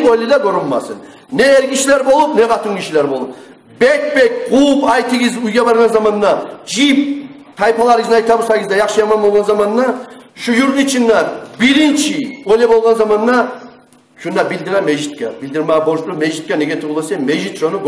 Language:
Kumyk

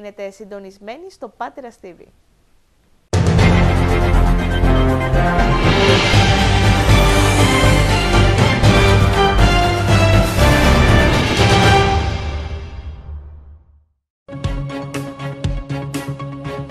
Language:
Greek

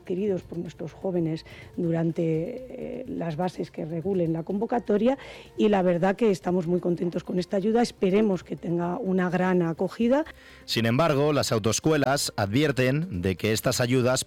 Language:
Spanish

